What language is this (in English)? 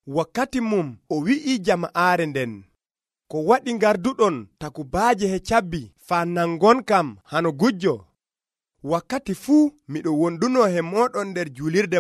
Nigerian Fulfulde